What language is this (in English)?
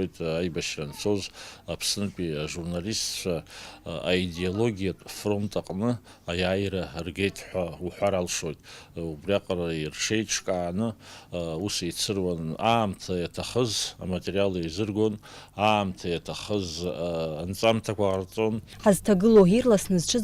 Abkhazian